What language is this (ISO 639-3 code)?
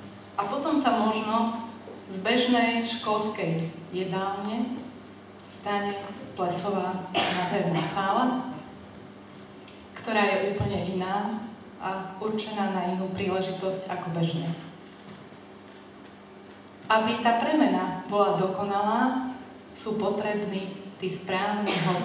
slk